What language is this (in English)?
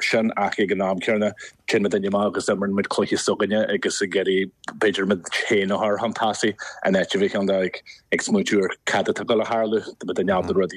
Irish